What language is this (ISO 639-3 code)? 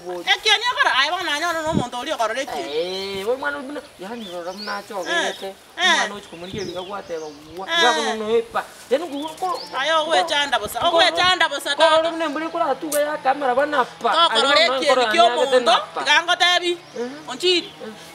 guz